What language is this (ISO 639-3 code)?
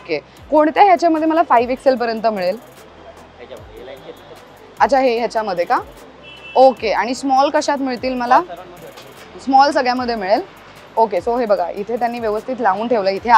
mar